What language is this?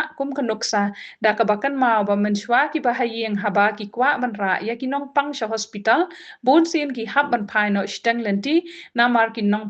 Khasi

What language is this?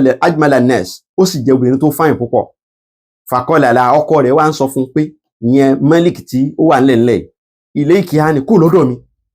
Yoruba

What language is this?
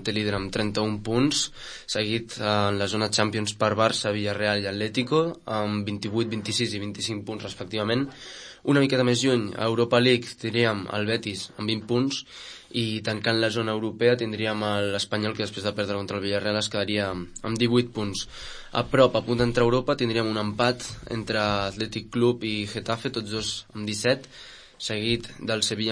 Catalan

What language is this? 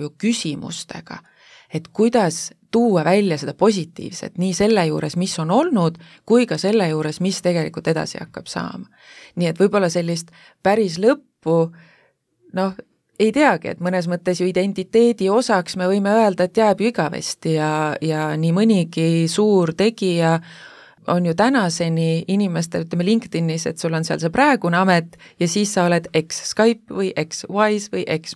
Estonian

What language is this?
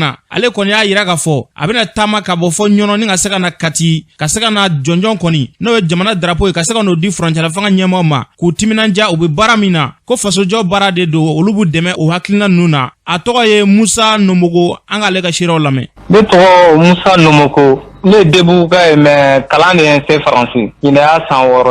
Bambara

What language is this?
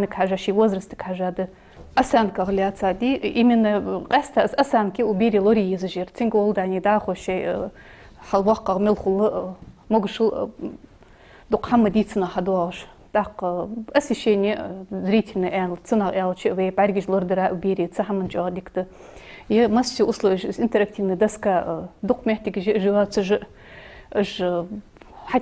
Ingush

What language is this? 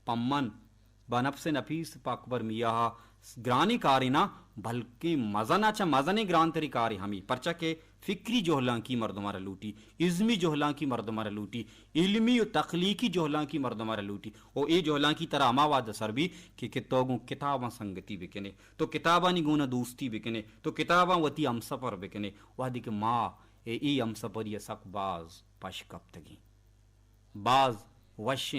Baluchi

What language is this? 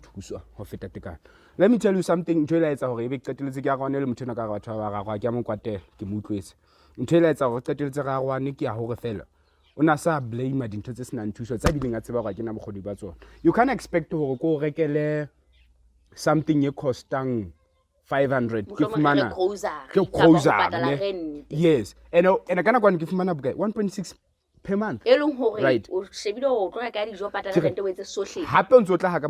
Southern Sotho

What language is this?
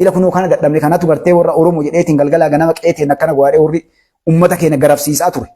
Oromo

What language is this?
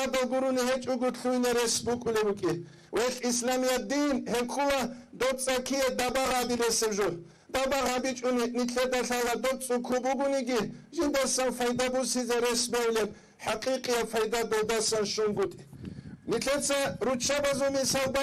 Avaric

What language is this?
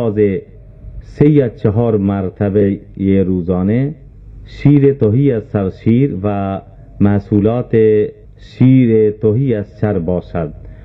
Persian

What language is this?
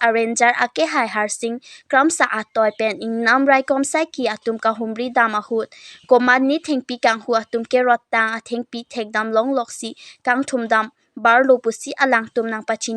Karbi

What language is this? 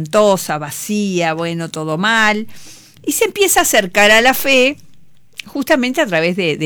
Spanish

